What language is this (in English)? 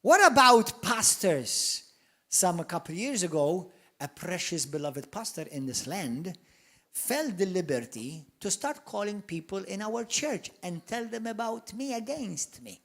English